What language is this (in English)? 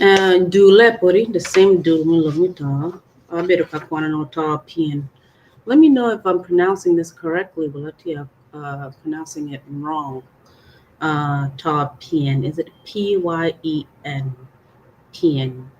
Acoli